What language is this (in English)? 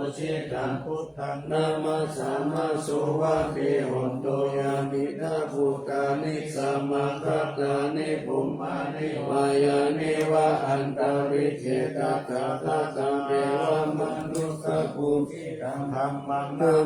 Pali